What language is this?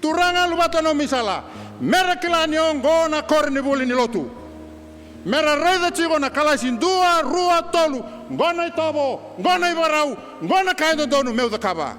Fijian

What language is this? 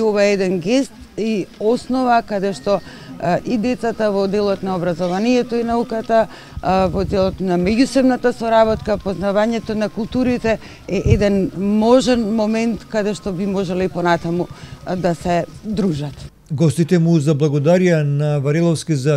Macedonian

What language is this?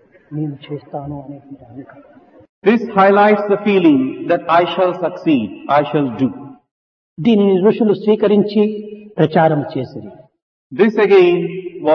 Telugu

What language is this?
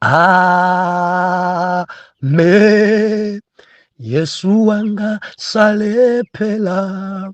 Nyanja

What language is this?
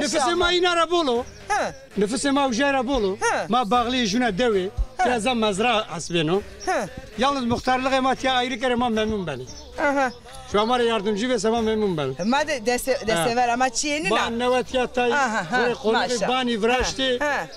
Zaza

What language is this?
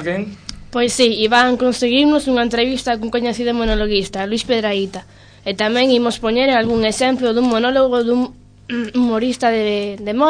Galician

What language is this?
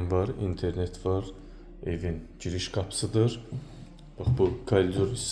Azerbaijani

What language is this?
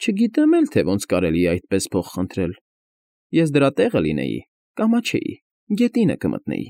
Armenian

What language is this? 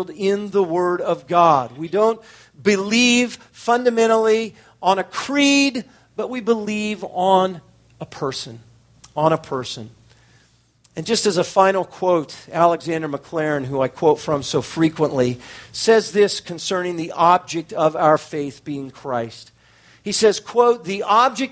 English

